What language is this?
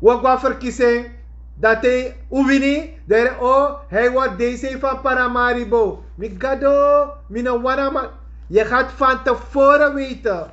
Sranan Tongo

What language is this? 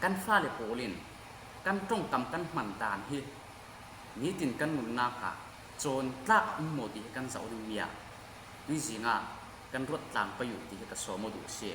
Falam Chin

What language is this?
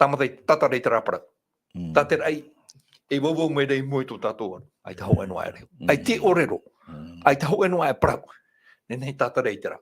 Tahitian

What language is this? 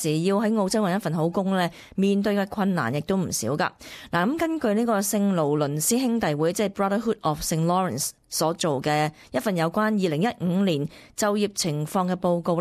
Cantonese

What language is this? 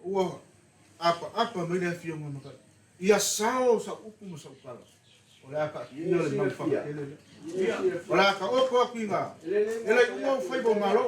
Samoan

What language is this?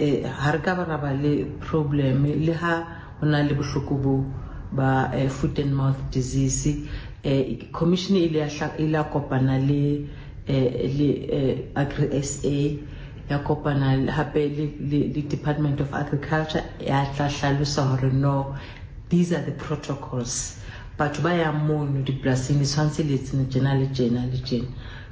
Southern Sotho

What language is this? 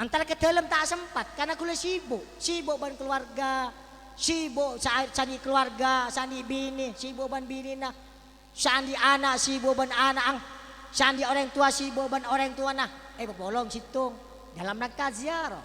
Madurese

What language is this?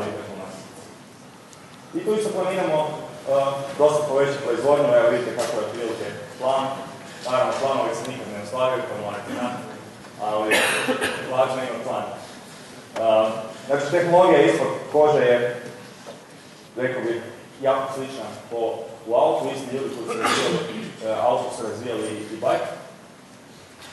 Croatian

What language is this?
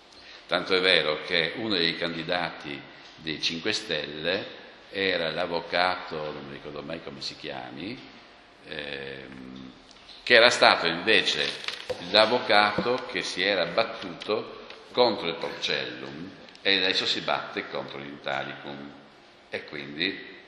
Italian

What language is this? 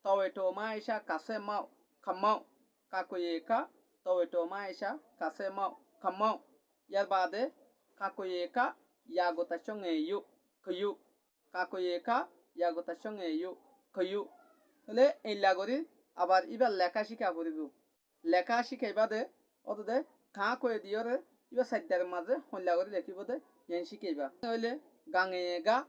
Rohingya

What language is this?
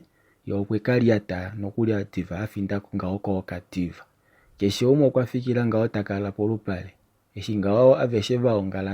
Kuanyama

